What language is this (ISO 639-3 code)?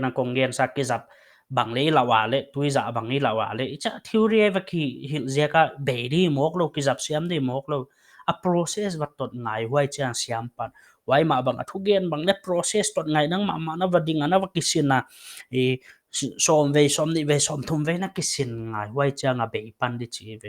pck